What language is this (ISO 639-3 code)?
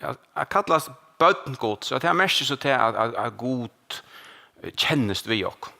fao